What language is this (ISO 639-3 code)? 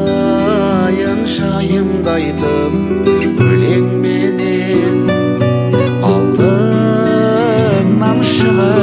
kaz